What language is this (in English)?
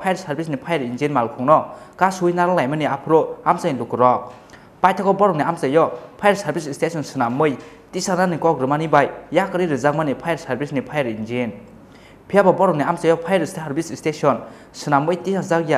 Kok Borok